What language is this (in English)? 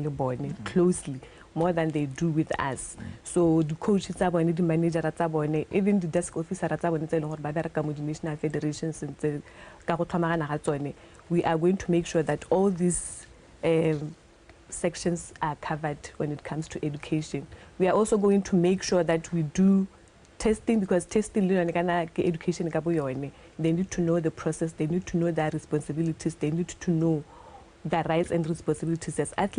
Tswana